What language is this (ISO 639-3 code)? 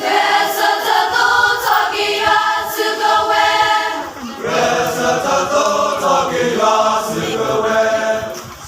ksw